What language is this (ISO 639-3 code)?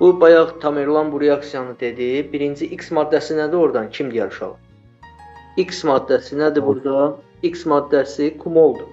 aze